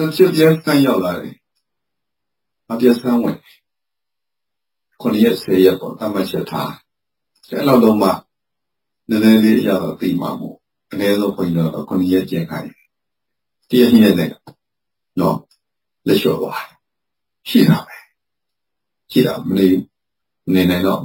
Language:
Burmese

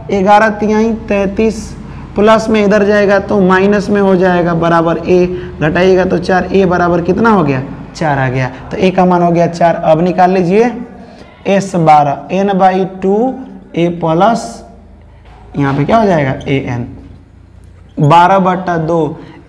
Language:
Hindi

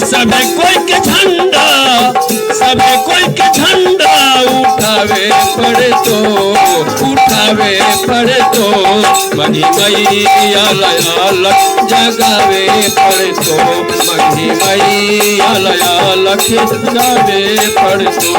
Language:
Magahi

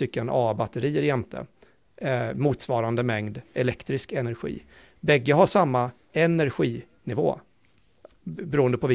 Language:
Swedish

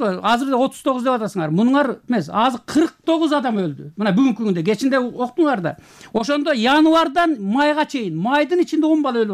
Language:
Kyrgyz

